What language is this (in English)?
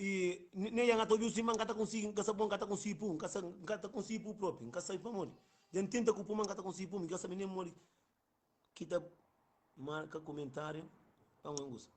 Kabuverdianu